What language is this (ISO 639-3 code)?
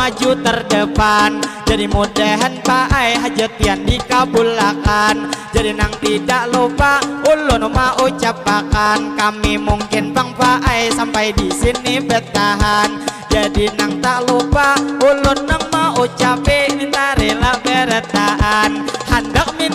bjn